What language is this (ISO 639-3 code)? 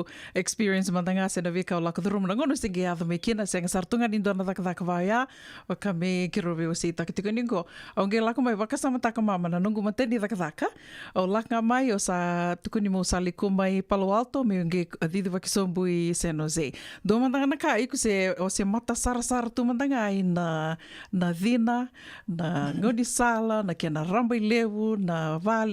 fij